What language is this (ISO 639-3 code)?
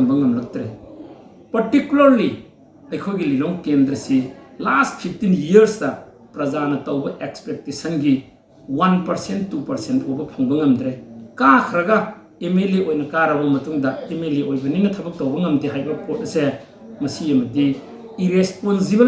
mni